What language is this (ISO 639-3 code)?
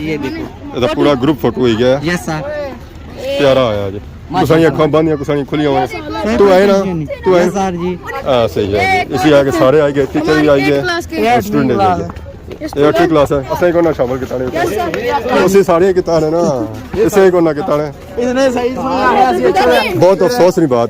phr